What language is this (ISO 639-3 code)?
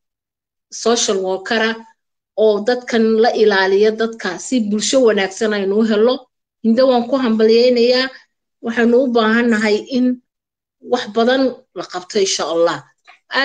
som